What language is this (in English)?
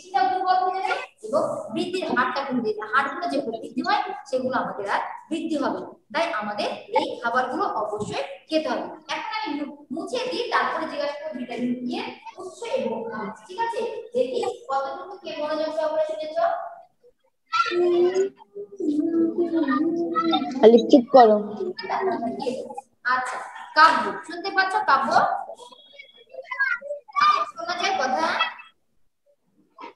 Bangla